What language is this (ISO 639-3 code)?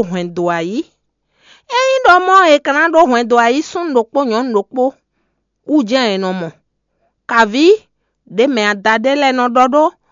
fon